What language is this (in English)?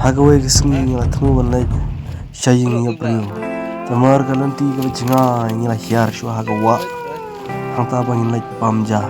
Khasi